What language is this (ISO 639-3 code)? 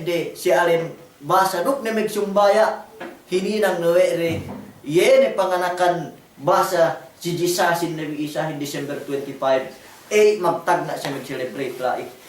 yka